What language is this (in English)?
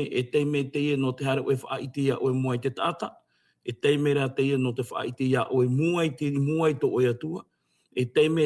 Tahitian